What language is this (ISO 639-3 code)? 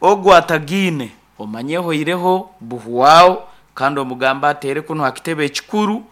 nyn